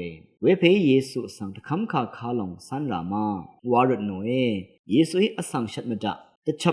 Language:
Rawang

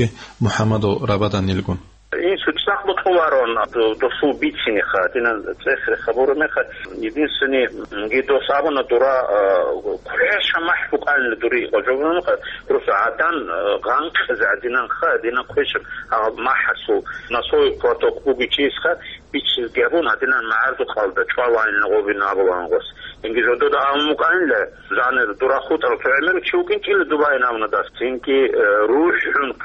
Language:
Avaric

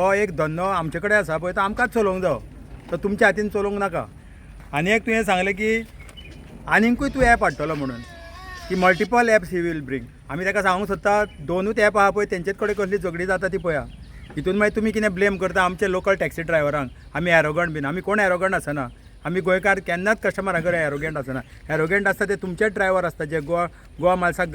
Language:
Konkani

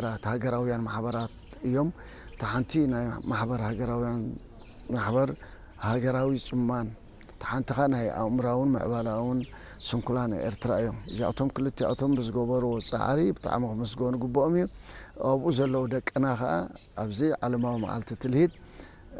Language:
Tigrinya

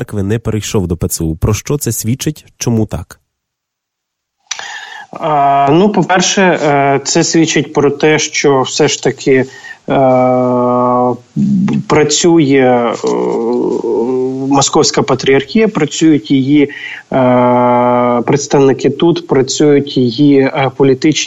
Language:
Ukrainian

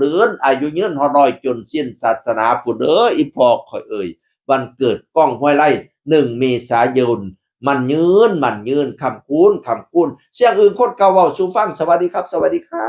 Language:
Northeastern Thai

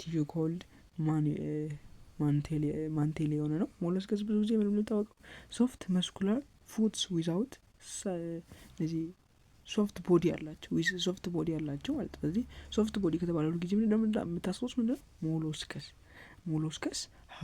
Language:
Amharic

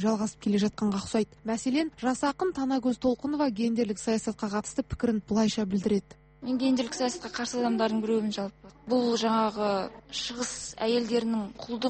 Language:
Kazakh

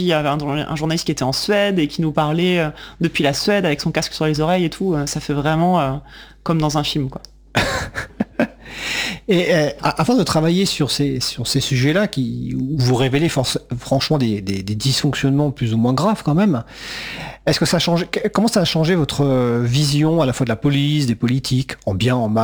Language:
French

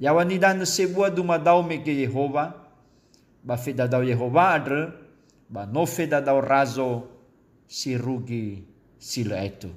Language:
Nias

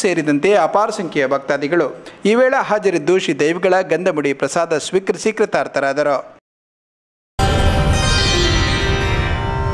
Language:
Kannada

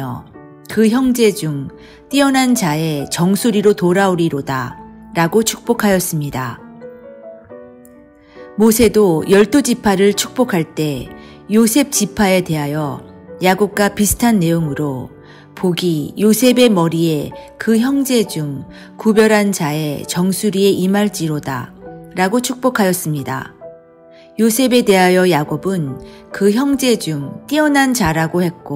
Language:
Korean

